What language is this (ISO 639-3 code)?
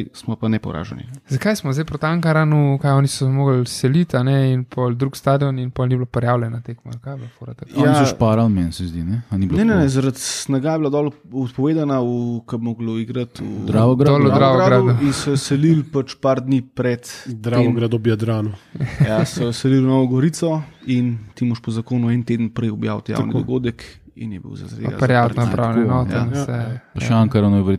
slv